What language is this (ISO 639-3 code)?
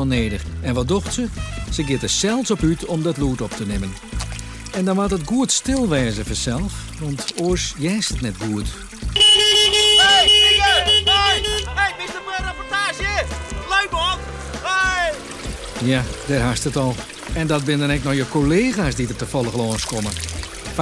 fry